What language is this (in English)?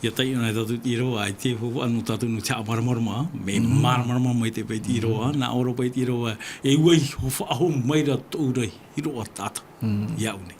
Tahitian